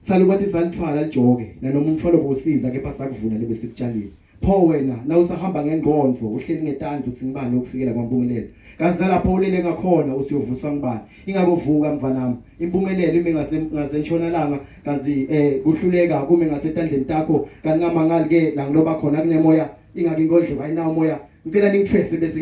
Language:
Zulu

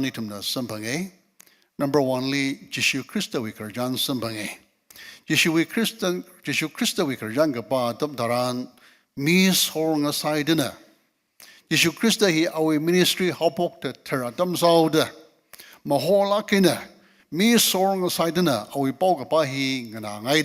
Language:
Tangkhul Naga (India)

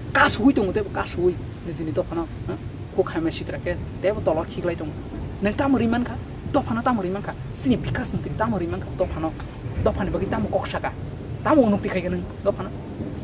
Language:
Kok Borok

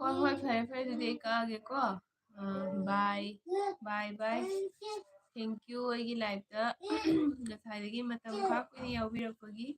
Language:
Manipuri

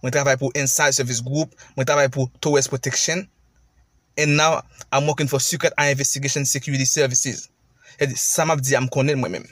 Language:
Haitian Creole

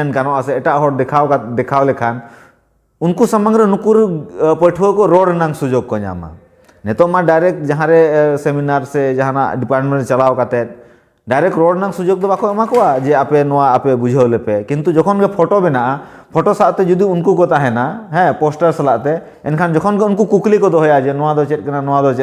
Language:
Santali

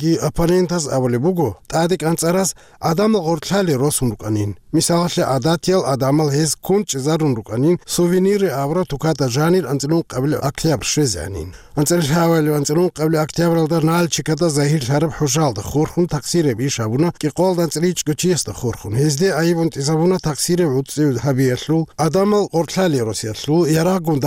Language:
Avaric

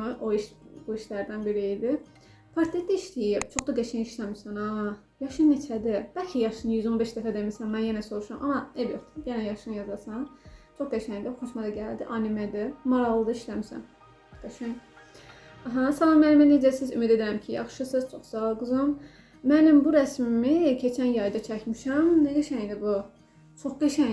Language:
Azerbaijani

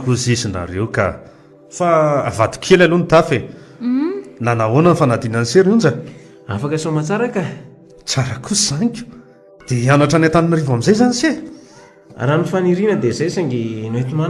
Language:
Malagasy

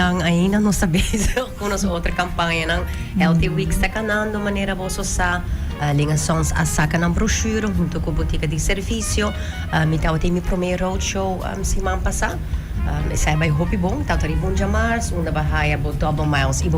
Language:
Papiamento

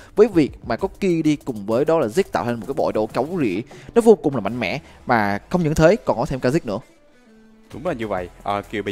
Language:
Vietnamese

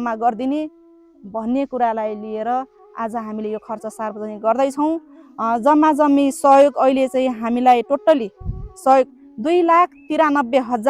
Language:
Nepali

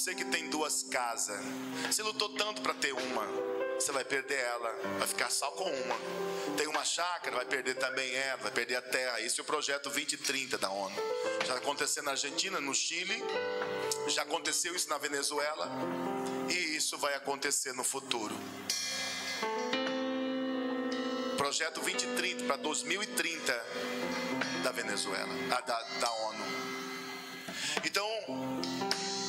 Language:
Portuguese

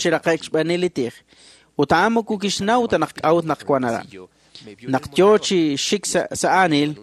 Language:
Kekchí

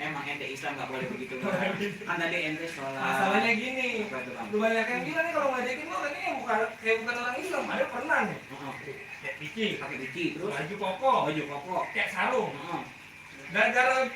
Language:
Betawi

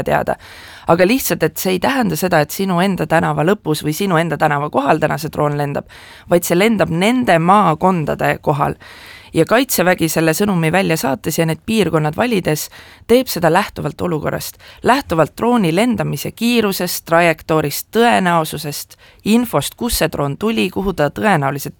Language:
Estonian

